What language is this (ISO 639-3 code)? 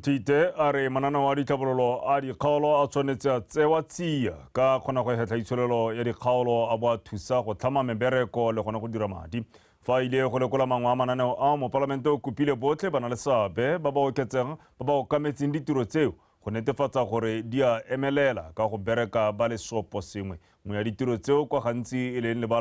tsn